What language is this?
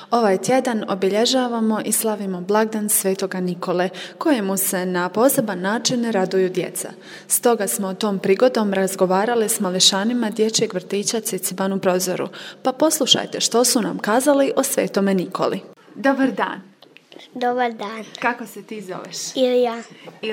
Croatian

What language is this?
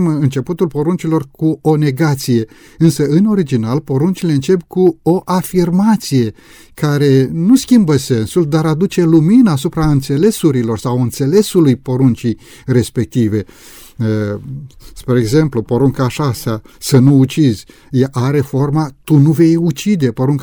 Romanian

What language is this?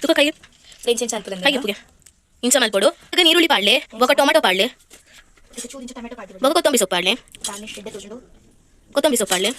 Tulu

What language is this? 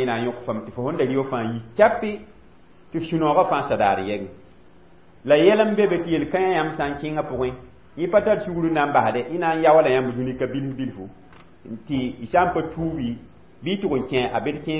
Mossi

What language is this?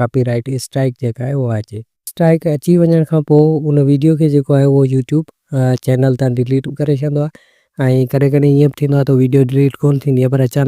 Sindhi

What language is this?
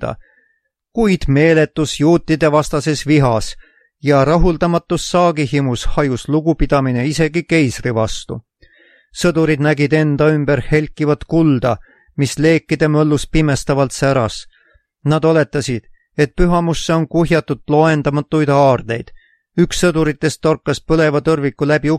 Estonian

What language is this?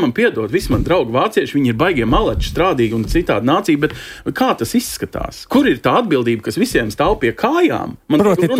Latvian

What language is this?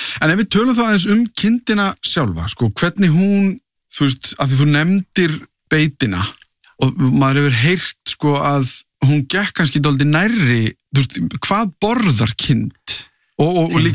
Icelandic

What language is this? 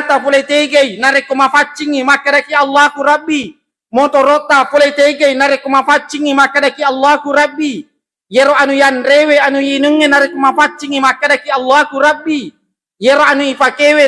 Buginese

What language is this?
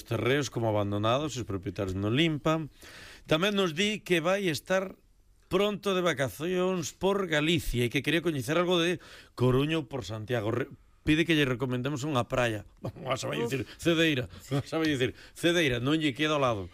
Galician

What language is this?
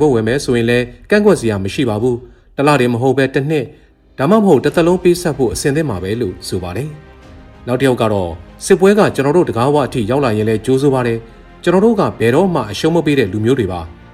Burmese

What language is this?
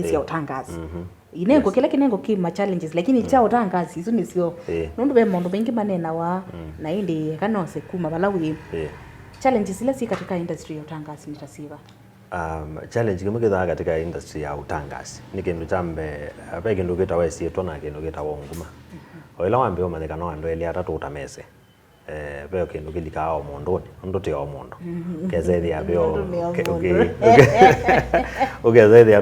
Kamba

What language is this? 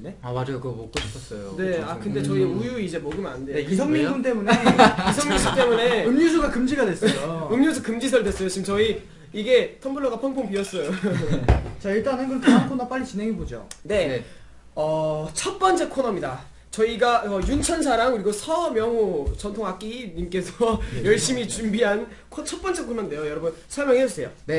Korean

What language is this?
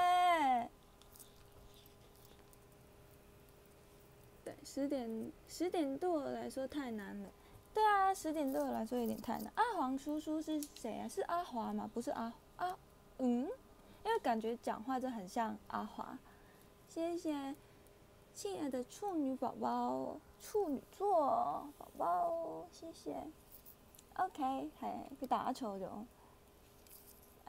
Chinese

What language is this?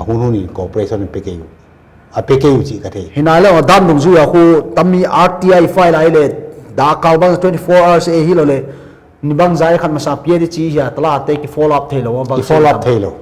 Paite Chin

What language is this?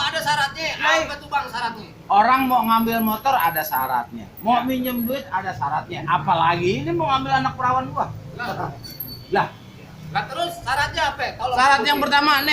Betawi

